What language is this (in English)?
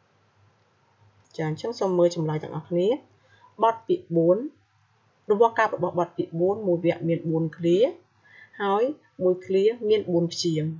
Khmer